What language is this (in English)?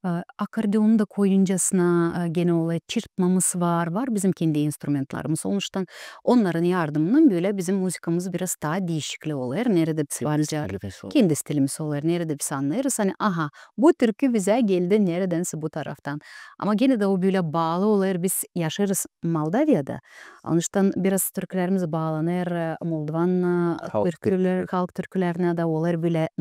Gagauz